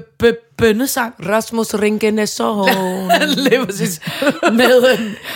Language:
Danish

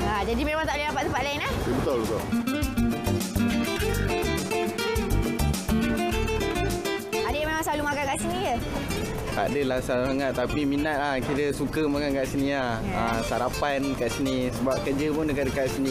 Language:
Malay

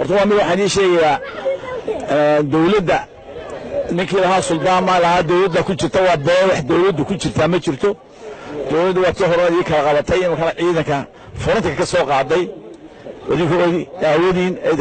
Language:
Somali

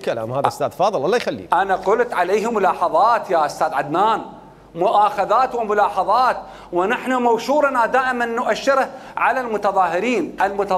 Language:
Mesopotamian Arabic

